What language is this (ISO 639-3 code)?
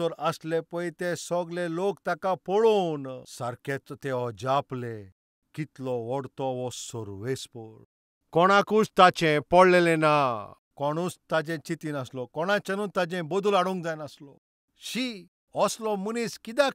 kok